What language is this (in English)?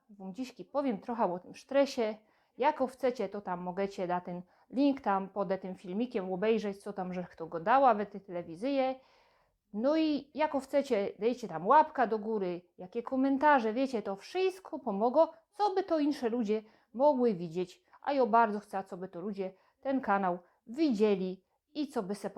Silesian